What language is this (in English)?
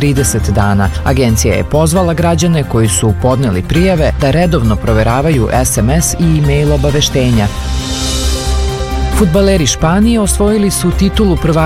Serbian